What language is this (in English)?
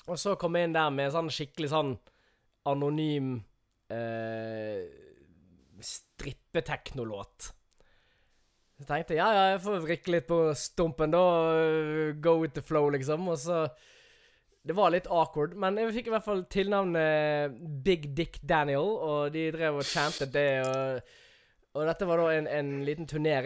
Norwegian